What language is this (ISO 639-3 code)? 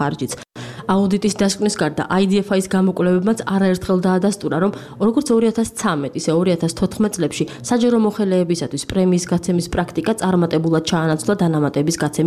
kat